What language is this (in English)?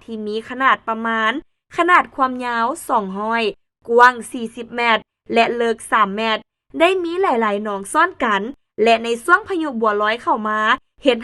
Lao